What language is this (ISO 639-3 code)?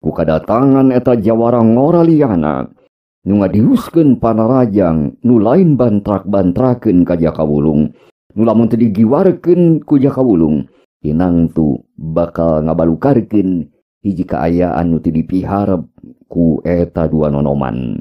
sun